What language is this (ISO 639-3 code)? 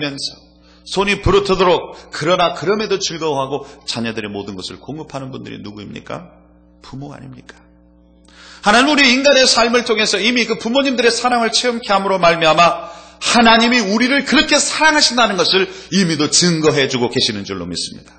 kor